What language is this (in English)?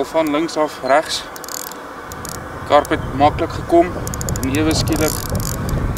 Afrikaans